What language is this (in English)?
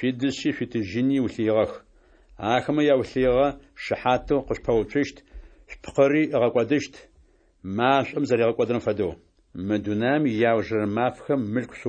Adyghe